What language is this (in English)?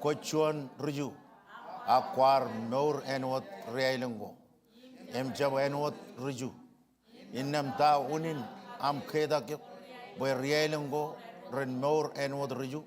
Marshallese